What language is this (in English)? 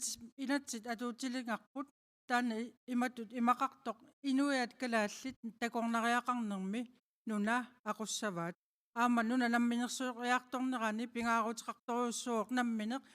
Kalaallisut